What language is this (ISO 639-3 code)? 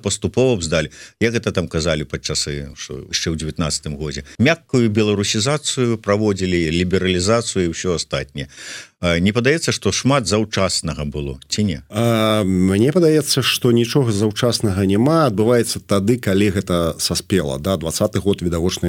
bel